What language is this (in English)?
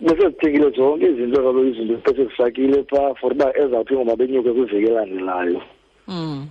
Xhosa